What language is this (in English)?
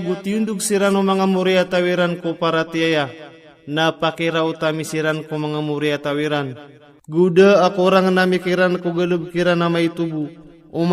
Maranao